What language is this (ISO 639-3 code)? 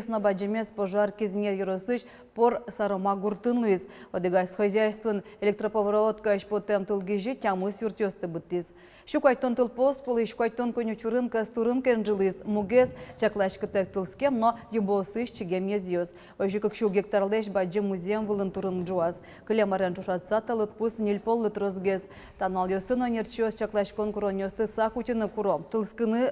udm